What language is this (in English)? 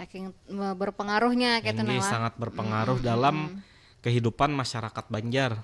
Banjar